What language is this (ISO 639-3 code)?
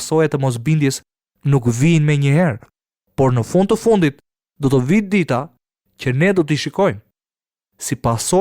sqi